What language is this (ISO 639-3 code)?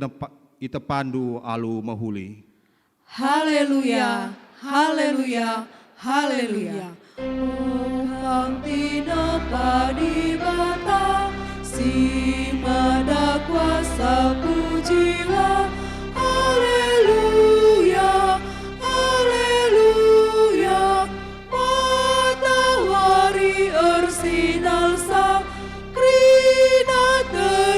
btx